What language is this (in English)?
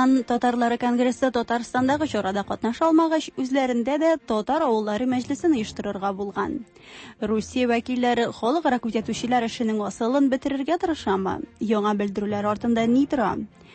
Tatar